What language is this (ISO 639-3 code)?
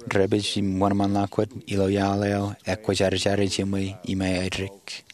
mah